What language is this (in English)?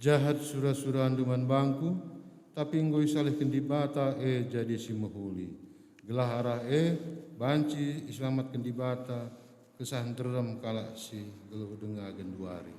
Batak Karo